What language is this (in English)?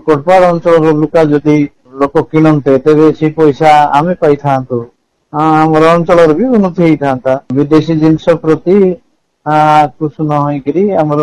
Odia